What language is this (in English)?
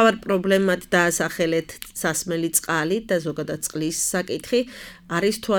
Georgian